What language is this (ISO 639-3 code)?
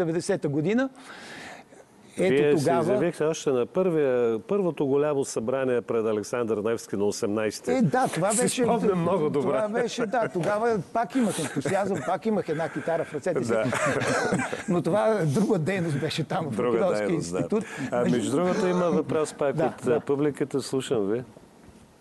bul